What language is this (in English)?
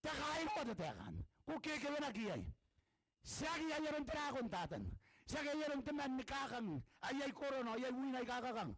Gilbertese